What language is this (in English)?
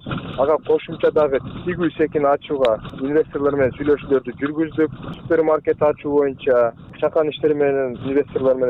Kyrgyz